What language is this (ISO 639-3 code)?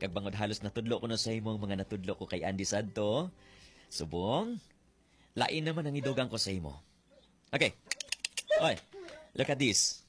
hil